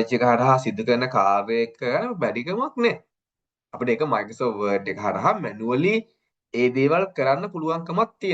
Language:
Sinhala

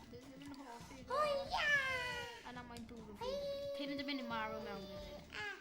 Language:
Welsh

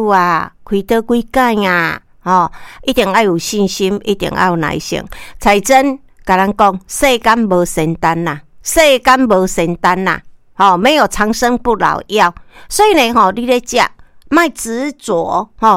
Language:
Min Nan Chinese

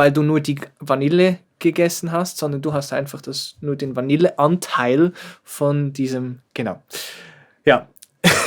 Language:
Swiss German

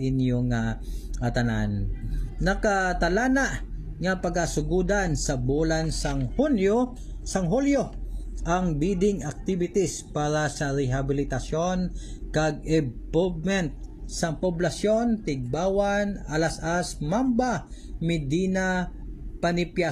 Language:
Hiligaynon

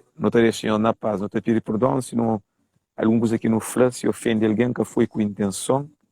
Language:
Kabuverdianu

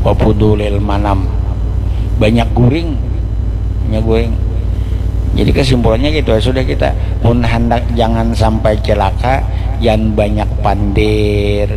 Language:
Banjar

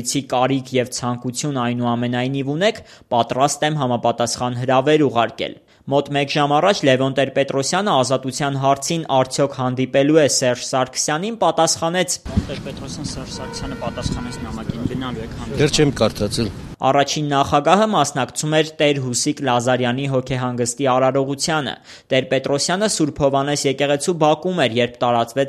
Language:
Armenian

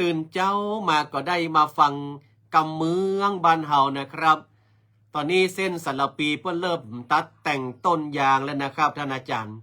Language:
Northern Thai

